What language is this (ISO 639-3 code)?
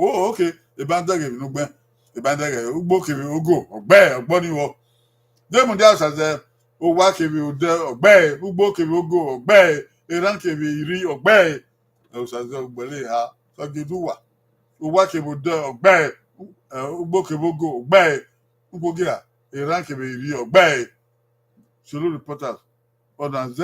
bin